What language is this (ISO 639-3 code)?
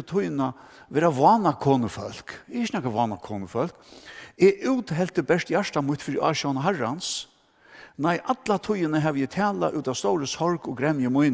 fao